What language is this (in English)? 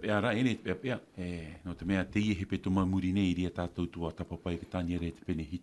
Tahitian